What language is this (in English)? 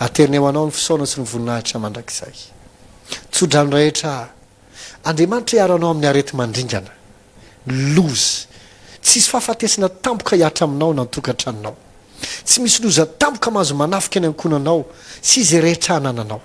Malagasy